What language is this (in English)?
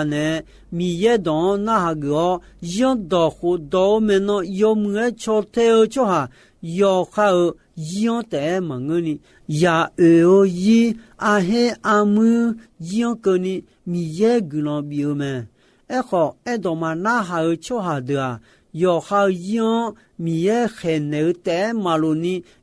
Akha